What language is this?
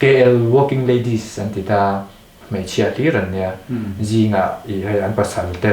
Mizo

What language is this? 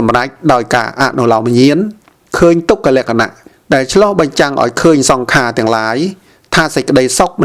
Khmer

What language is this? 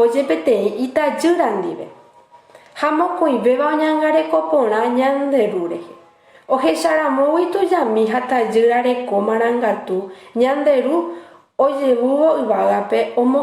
Guarani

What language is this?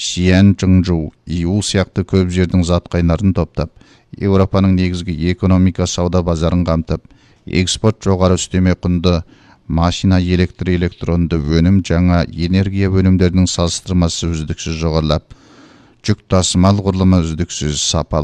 Kazakh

